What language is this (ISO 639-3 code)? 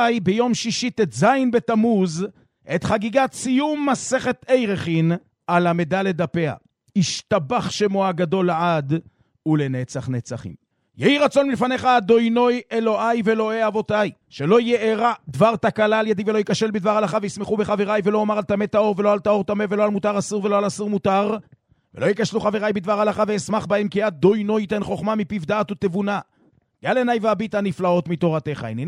heb